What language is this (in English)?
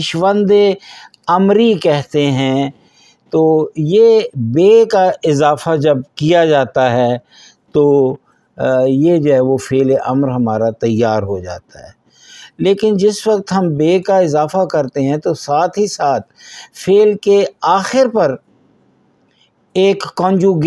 Urdu